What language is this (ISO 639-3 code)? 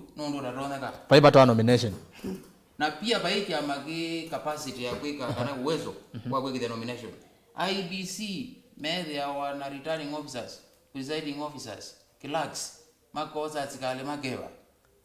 kam